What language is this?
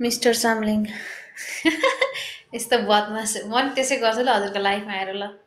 Nepali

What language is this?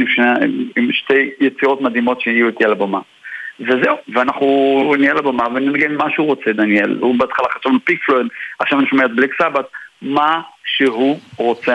Hebrew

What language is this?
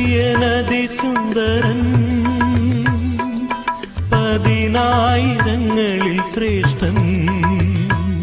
Malayalam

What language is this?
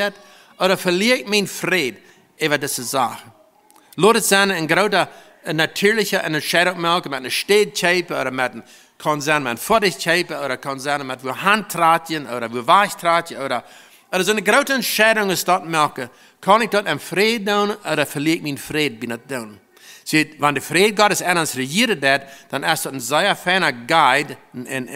Plautdietsch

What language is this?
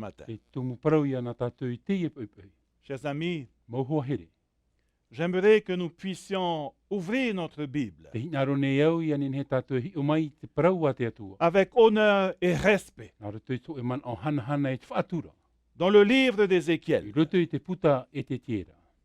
Tahitian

